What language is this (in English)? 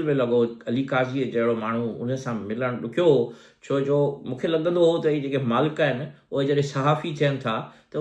Sindhi